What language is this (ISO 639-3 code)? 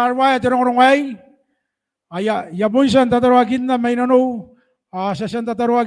gil